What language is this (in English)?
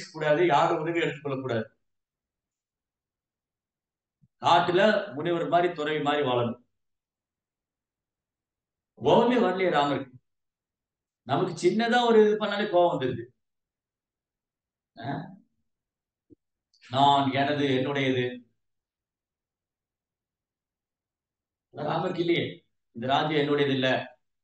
Tamil